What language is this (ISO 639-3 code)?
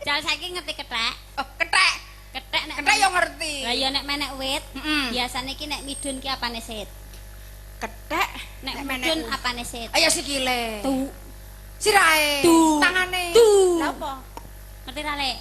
jav